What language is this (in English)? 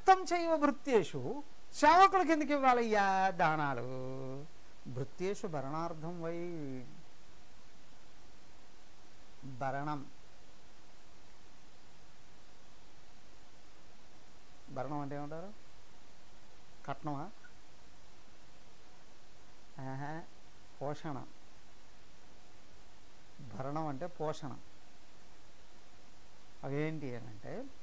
Telugu